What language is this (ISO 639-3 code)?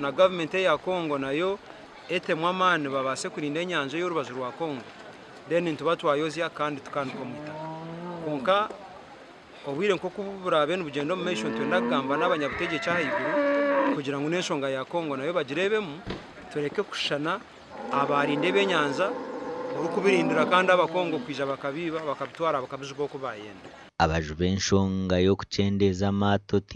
nyn